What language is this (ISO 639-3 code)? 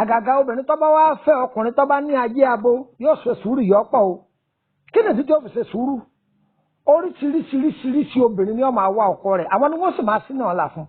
yor